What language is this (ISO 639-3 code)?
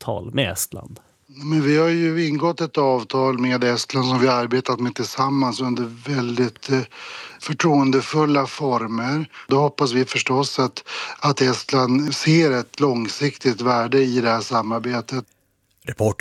swe